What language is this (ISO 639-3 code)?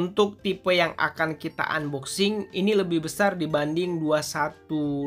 ind